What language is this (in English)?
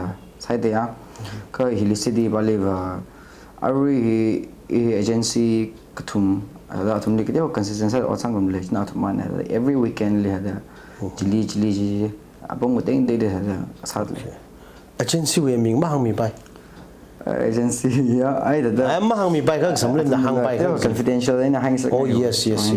Tangkhul Naga (India)